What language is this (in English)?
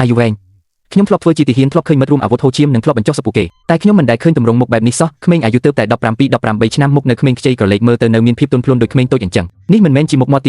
Khmer